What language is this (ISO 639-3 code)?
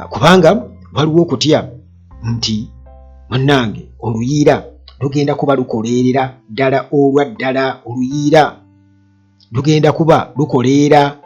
lug